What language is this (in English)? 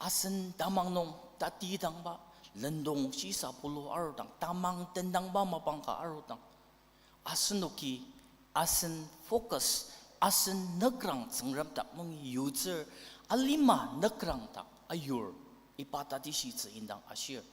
Ao Naga